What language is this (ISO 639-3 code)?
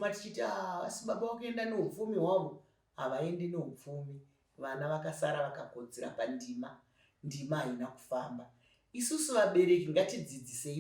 sna